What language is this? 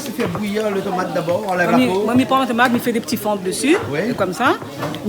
Réunion Creole French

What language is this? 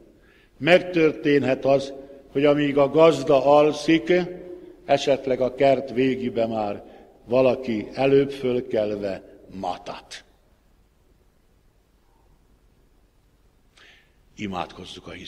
Hungarian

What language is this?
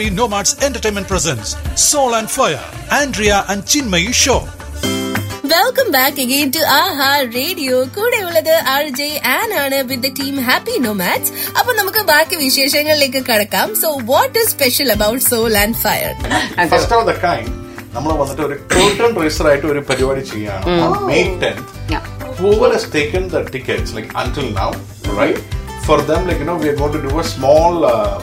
Malayalam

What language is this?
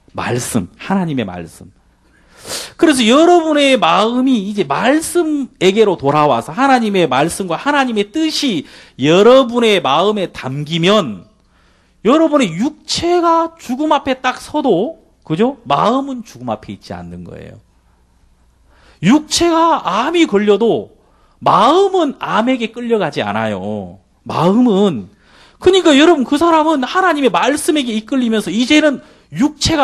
Korean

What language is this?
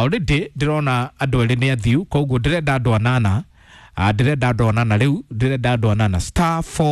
Kikuyu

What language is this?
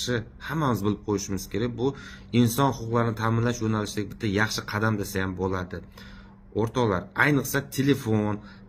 Uzbek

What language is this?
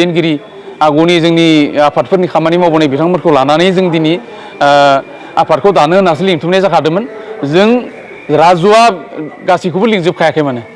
Bodo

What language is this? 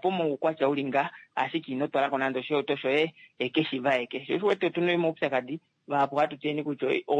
Kuanyama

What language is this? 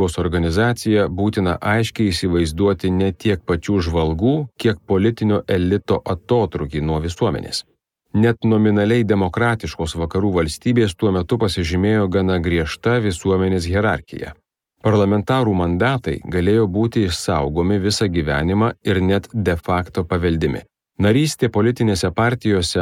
Lithuanian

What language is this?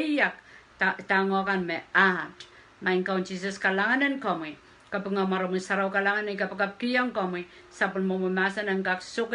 Pohnpeian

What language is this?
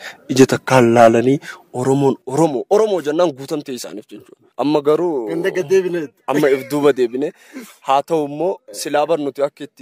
Oromo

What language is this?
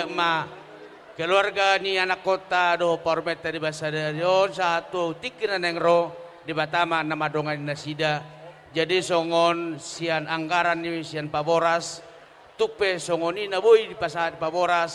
Batak Toba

